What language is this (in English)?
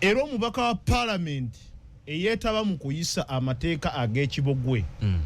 Ganda